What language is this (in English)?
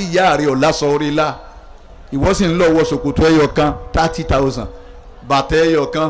Yoruba